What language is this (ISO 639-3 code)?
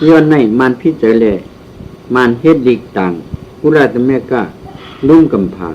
shn